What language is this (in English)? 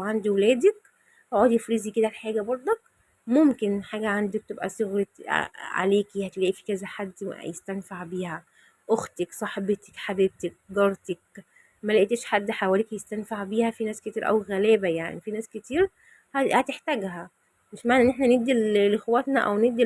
Egyptian Arabic